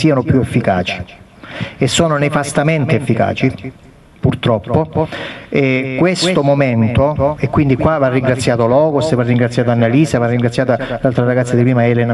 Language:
Italian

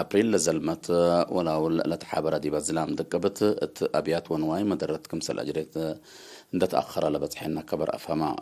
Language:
Tigre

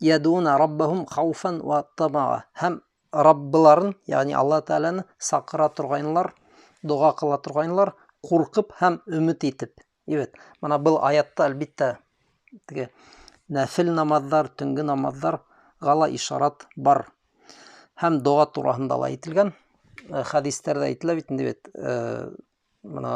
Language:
Bashkir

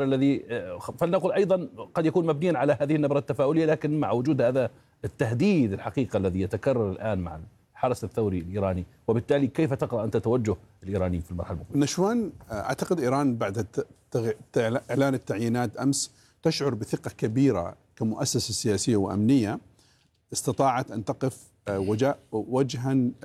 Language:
Arabic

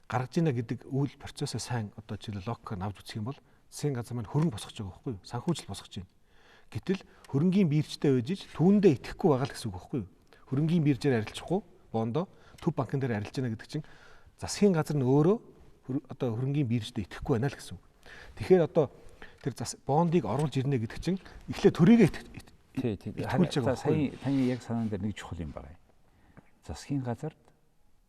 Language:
Mongolian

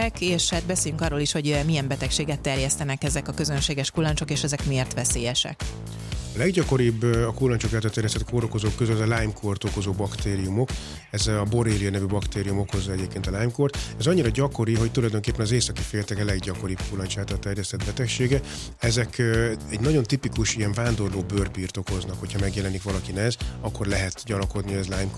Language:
Hungarian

